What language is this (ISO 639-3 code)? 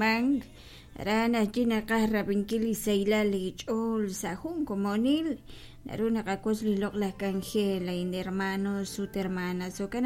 kek